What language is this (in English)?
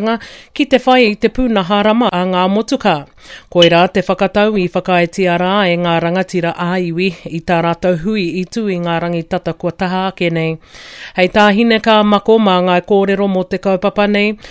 Māori